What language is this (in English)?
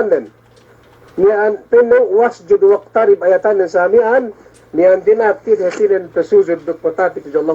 Yakan